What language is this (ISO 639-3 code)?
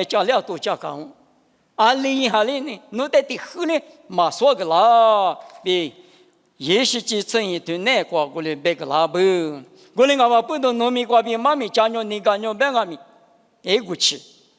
lis